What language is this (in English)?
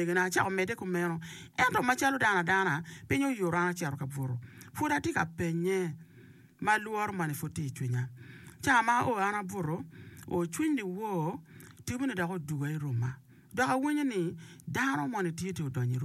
Acoli